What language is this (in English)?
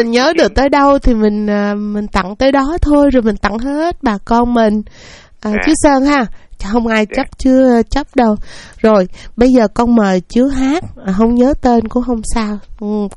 Vietnamese